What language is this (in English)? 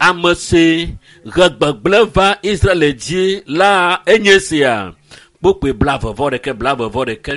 Ewe